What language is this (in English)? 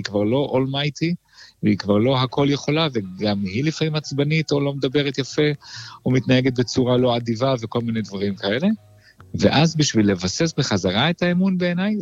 Hebrew